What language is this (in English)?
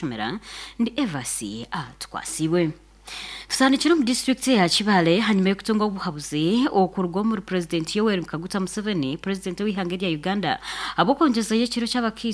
Nyankole